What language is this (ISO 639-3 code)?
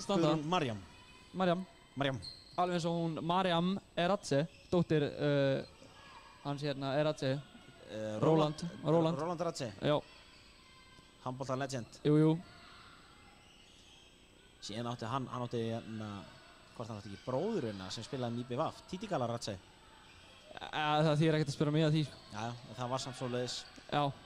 isl